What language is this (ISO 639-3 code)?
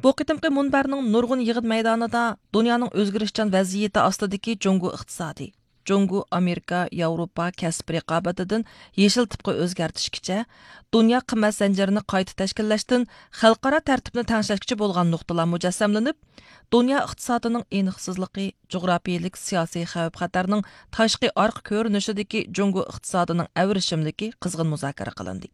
uig